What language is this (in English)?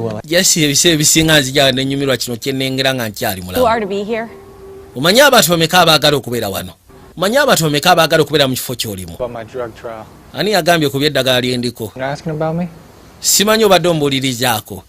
Ganda